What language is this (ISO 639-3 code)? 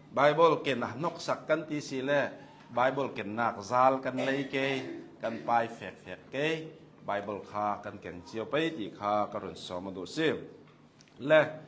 cnh